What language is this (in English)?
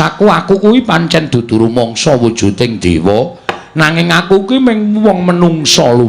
Javanese